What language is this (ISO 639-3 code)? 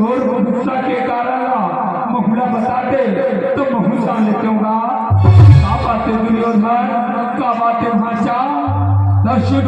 hne